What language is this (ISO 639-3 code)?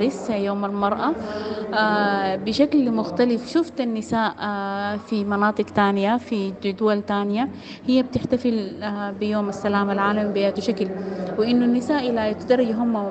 apd